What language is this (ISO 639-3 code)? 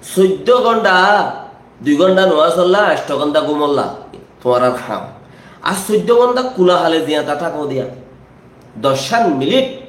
rhg